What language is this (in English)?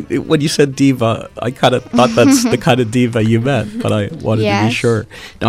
English